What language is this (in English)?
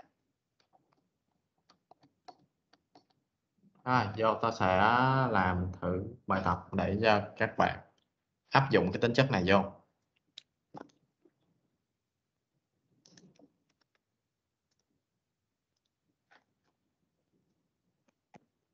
Vietnamese